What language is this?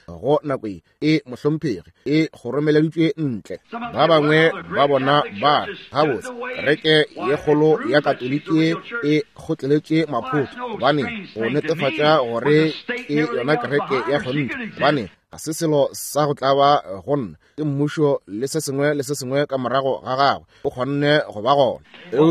Northern Sotho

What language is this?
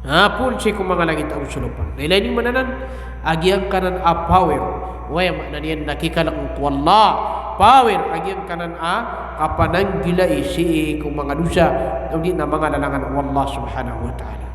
Maranao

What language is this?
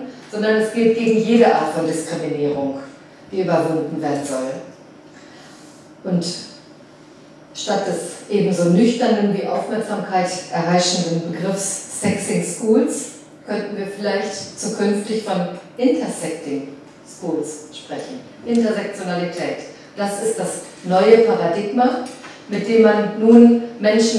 German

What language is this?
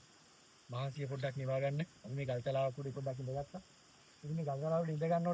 Sinhala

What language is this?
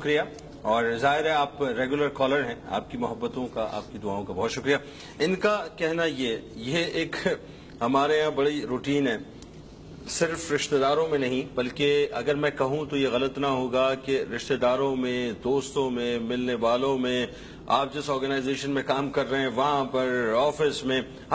Urdu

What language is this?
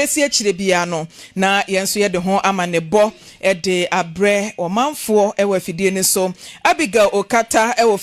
Akan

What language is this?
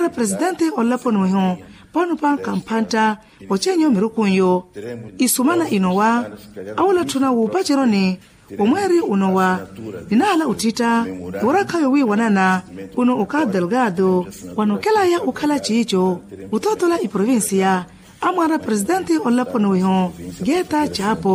Makhuwa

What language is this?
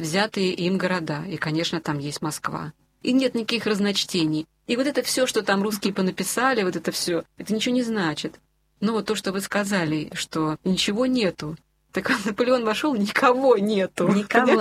Russian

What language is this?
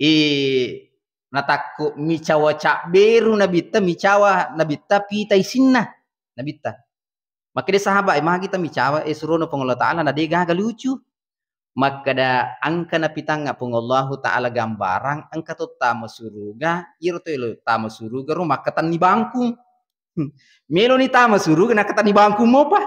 Buginese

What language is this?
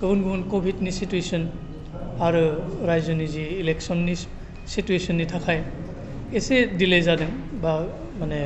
Bodo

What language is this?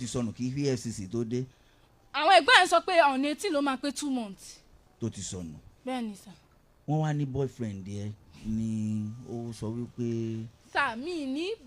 Yoruba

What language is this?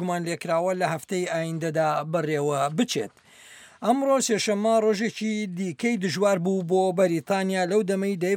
Central Kurdish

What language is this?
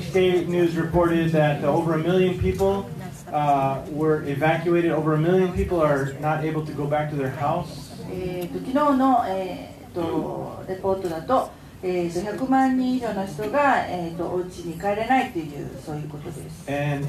Japanese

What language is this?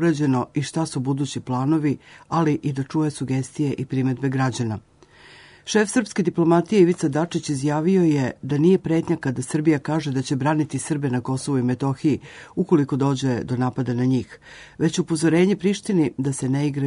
Serbian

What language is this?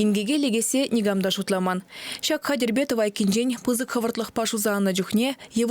Chuvash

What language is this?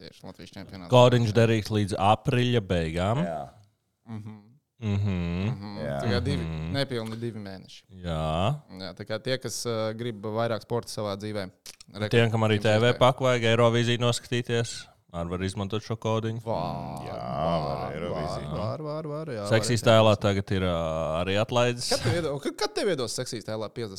Latvian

